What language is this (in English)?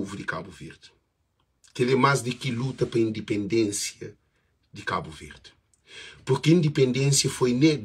Kabuverdianu